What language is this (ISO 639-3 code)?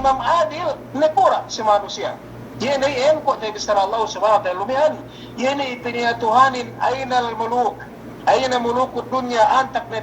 yka